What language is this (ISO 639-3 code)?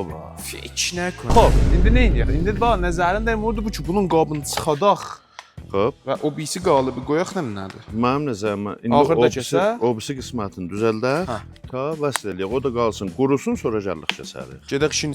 azb